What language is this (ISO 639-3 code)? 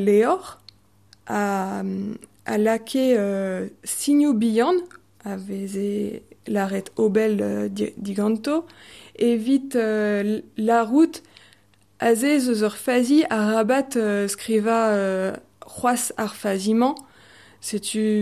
bre